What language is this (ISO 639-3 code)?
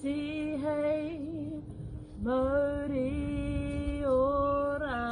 mri